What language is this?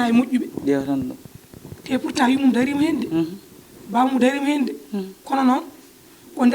Fula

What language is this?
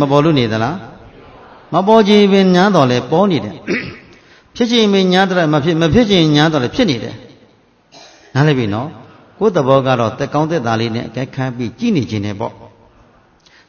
Burmese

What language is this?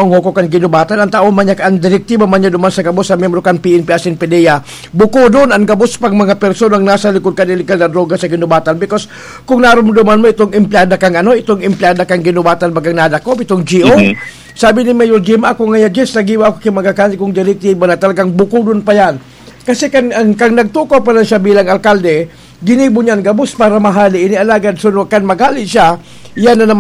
Bikol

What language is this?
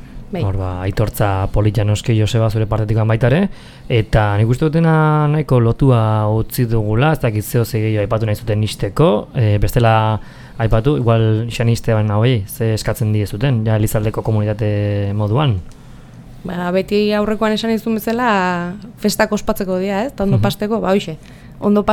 Basque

